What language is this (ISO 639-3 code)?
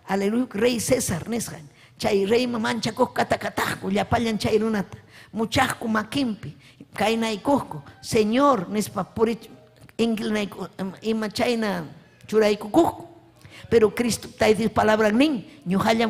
quy